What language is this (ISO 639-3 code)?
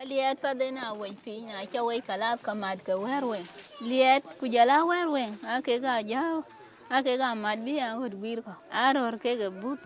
din